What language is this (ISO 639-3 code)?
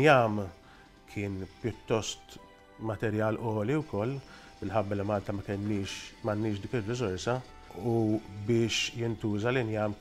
mlt